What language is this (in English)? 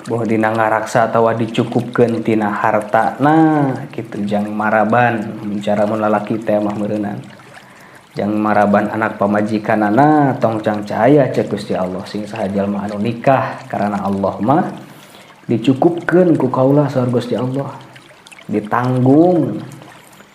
Sundanese